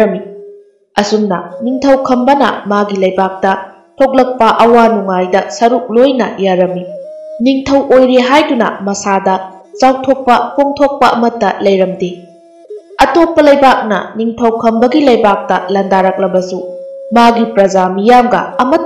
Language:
Manipuri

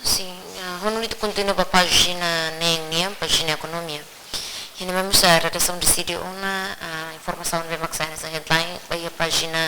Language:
Tetum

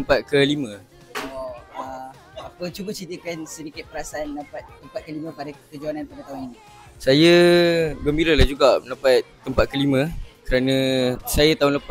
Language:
Malay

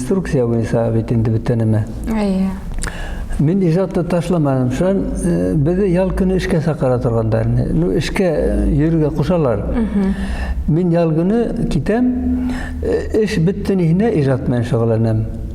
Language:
Bashkir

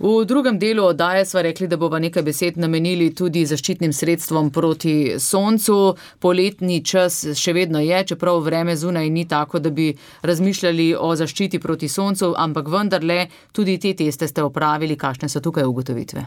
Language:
Slovenian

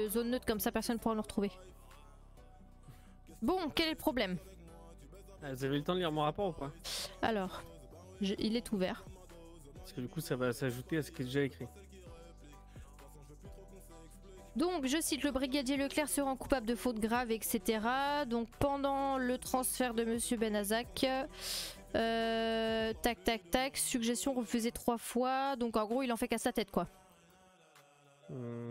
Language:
French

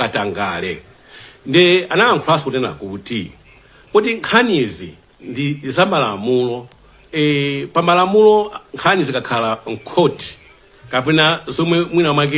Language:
Nyanja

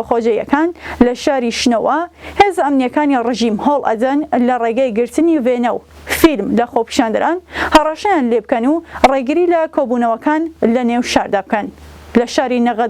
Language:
Central Kurdish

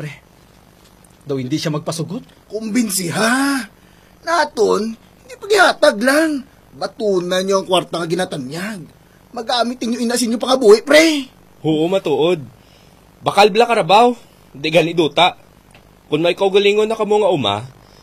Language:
Hiligaynon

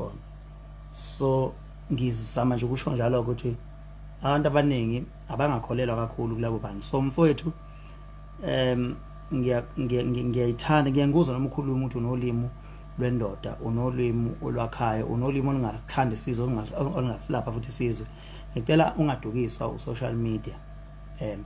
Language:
Zulu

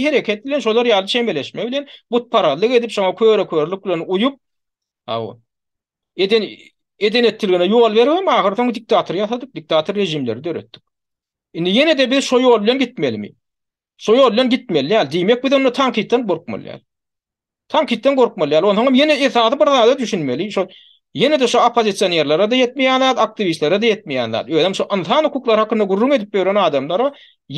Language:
Turkmen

